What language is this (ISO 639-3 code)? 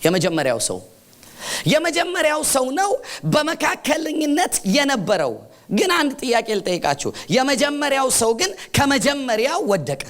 amh